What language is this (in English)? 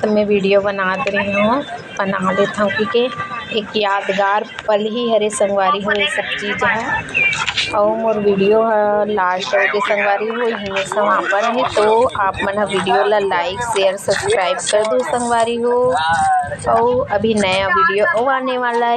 Chhattisgarhi